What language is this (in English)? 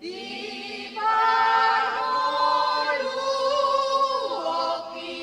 Batak Toba